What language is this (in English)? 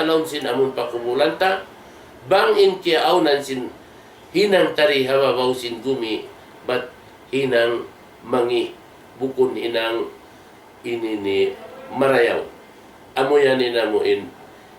Tausug